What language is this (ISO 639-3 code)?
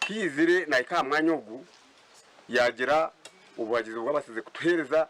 nyn